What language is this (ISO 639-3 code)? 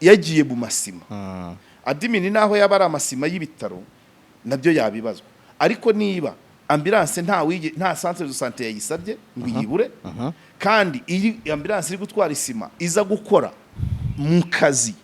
kin